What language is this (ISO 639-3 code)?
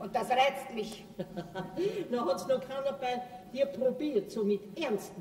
deu